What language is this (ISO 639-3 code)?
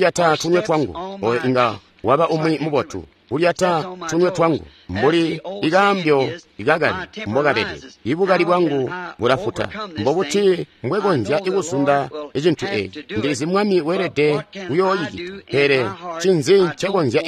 toi